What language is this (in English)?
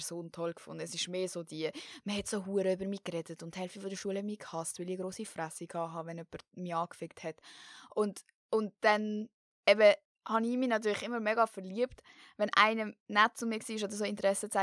Swiss German